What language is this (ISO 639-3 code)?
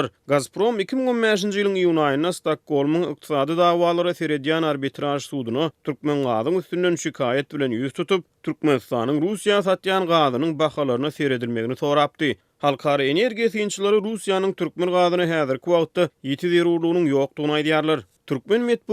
tuk